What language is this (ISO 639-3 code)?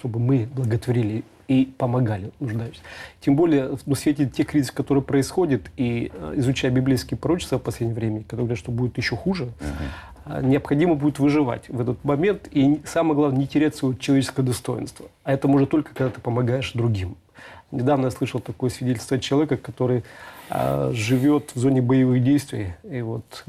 rus